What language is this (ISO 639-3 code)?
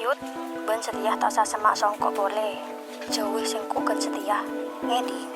mad